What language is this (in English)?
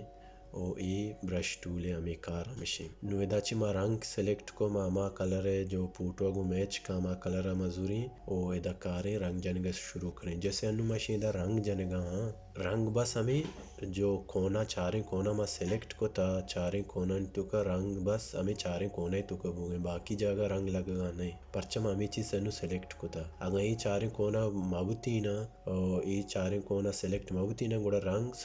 Baluchi